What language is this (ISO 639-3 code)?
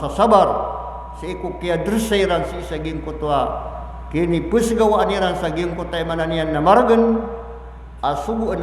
mrw